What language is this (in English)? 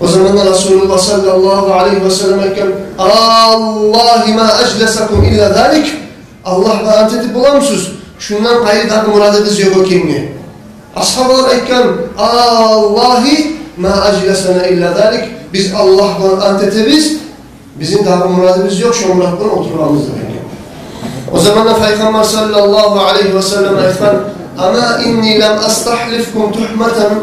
Kumyk